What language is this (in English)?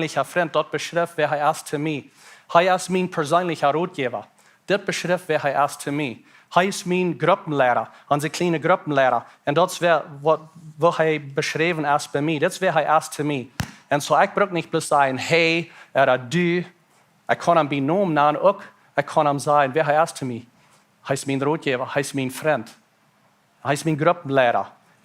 Plautdietsch